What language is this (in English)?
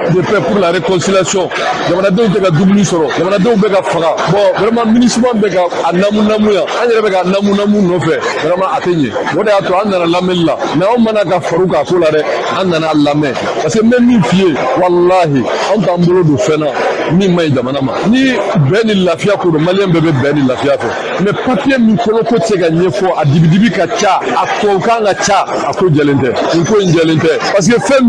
Bambara